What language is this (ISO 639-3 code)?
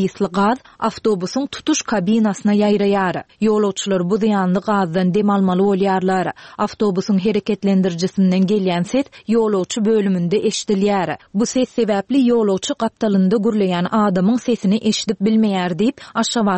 tuk